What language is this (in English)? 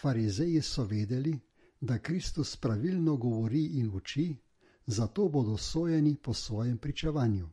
Slovenian